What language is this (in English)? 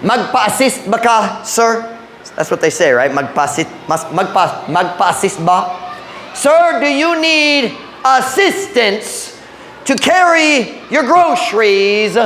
Cebuano